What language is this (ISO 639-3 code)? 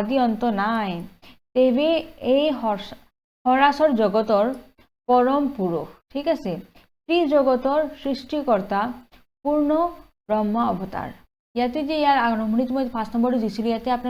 asm